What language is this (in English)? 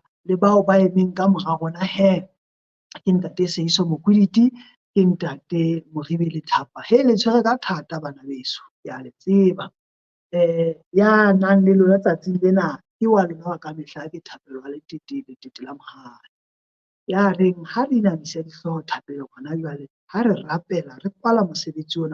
Southern Sotho